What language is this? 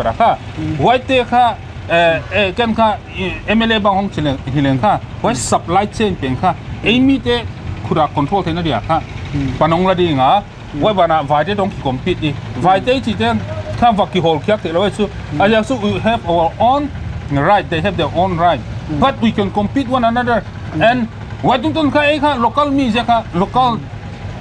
Paite Chin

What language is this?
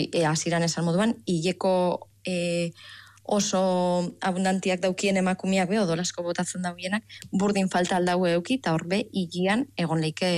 Basque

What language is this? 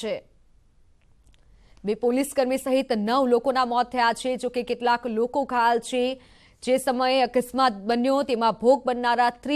Gujarati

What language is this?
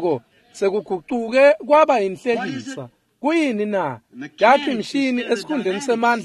Swati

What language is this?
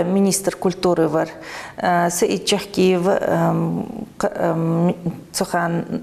Ingush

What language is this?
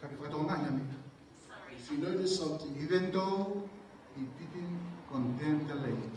Tongan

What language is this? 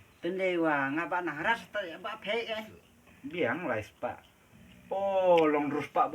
Khasi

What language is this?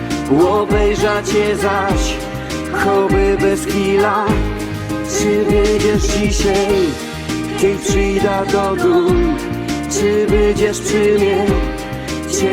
Silesian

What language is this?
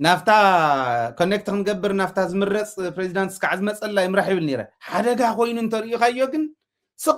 Tigrinya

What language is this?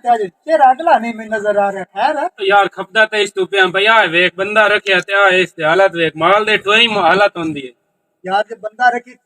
Western Panjabi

